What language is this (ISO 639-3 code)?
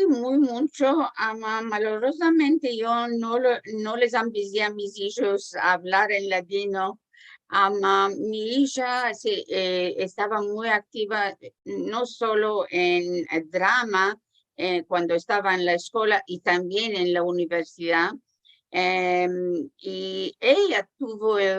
lad